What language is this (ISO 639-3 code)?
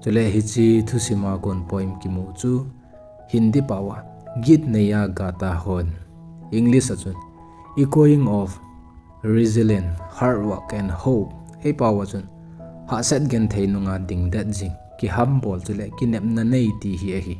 tcz